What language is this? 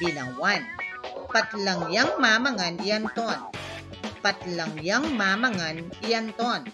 Pampanga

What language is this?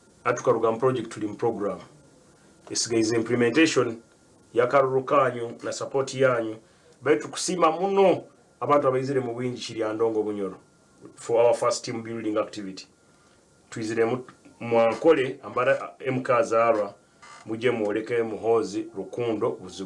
Nyankole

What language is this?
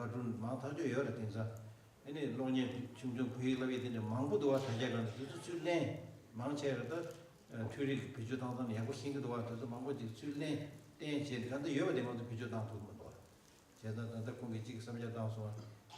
Tibetan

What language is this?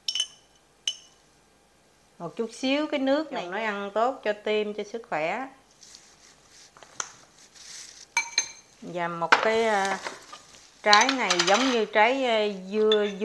Vietnamese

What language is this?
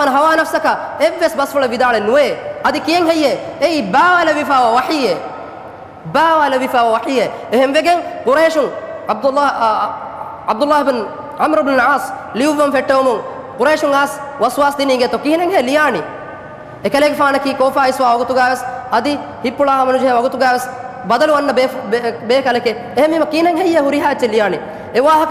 Divehi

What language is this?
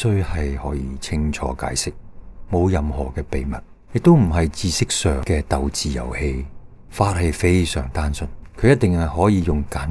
Cantonese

